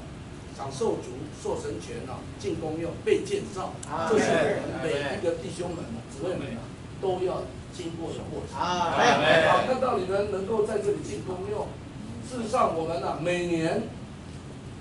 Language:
Chinese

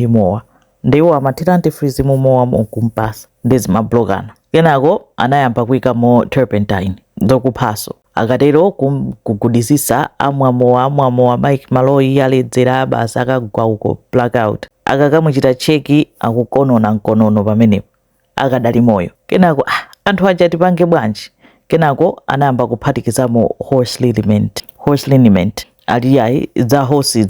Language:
Nyanja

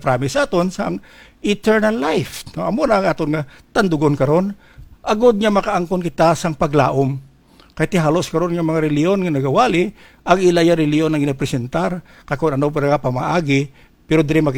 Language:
Hiligaynon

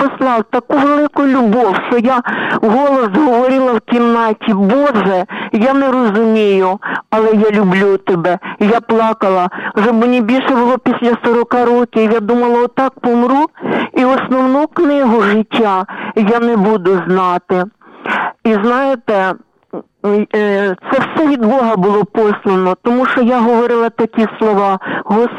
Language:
Ukrainian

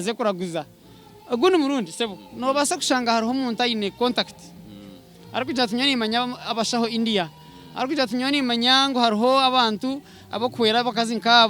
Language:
Nyankole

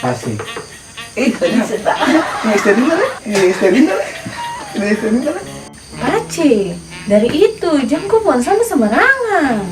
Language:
Ambonese Malay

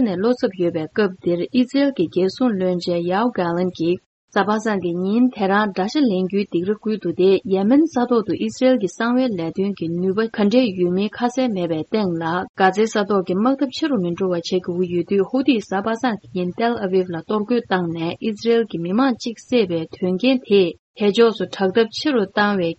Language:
Tibetan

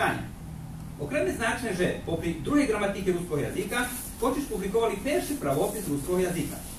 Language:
Rusyn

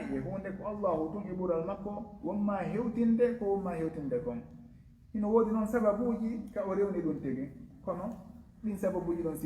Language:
Fula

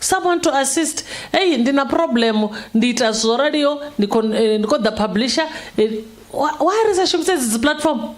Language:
Venda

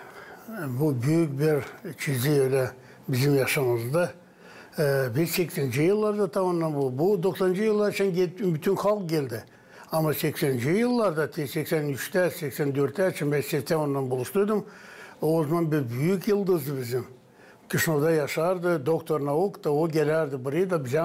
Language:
Gagauz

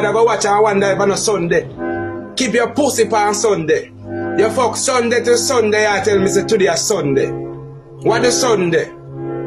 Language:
Jamaican Creole English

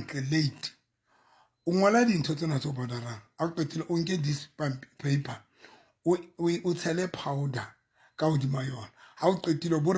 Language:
Southern Sotho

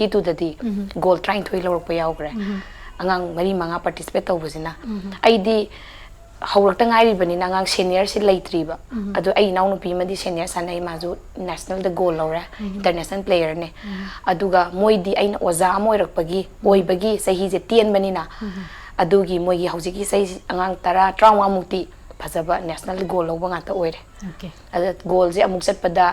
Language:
Manipuri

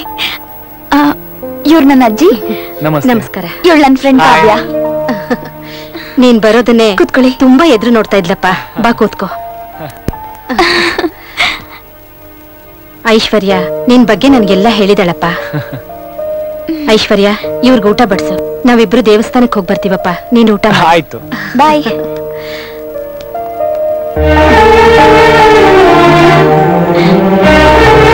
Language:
Kannada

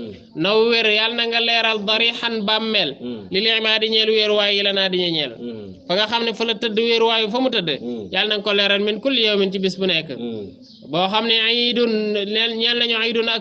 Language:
Wolof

